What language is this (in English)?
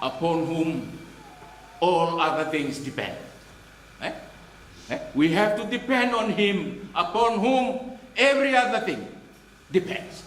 Fijian